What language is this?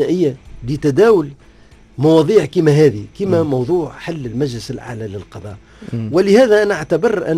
Tunisian Arabic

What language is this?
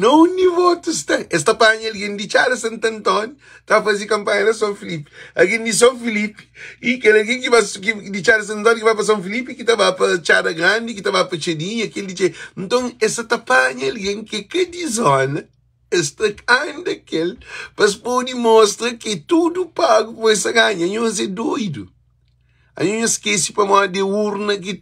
Kabuverdianu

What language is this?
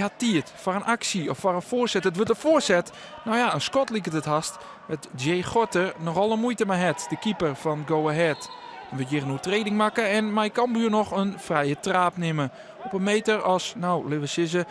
Western Frisian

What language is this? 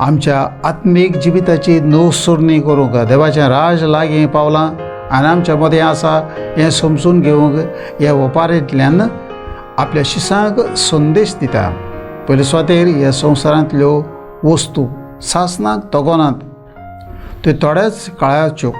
Konkani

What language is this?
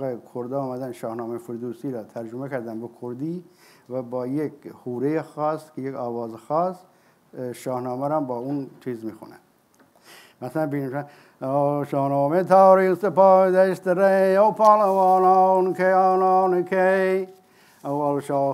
Persian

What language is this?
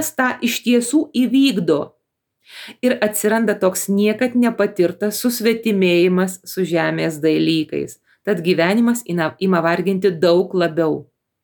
Lithuanian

